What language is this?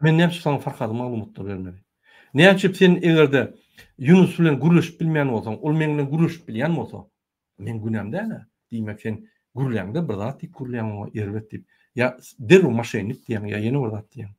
Turkmen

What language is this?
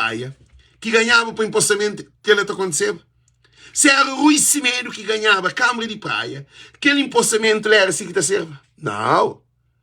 Kabuverdianu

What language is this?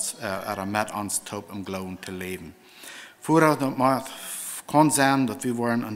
Plautdietsch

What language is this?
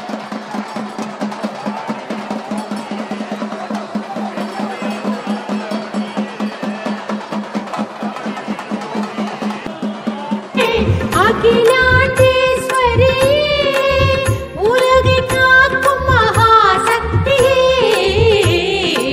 Tamil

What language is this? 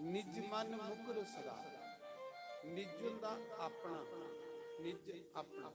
Dogri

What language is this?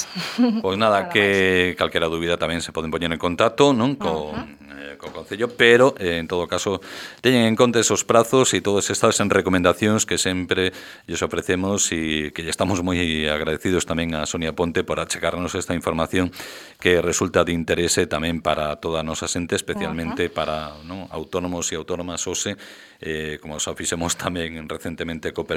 Galician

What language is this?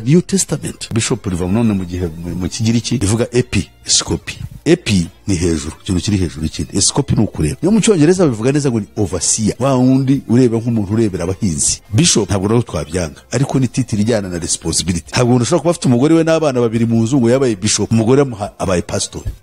Kinyarwanda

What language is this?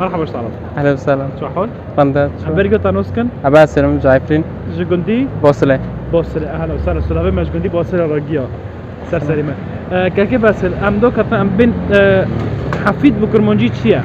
Kurdish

